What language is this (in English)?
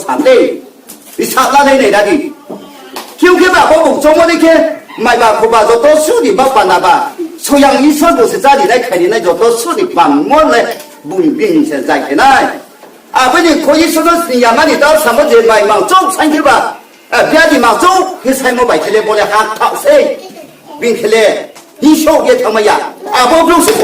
Riang (India)